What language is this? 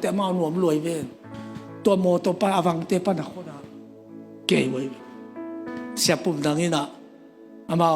Tedim Chin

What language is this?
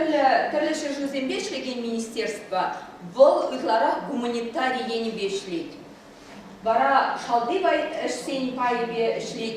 Chuvash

